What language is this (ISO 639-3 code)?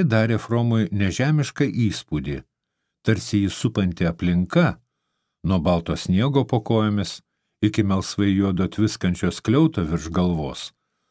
lit